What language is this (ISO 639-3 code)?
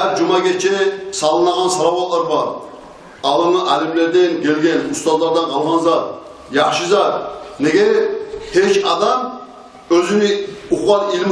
kum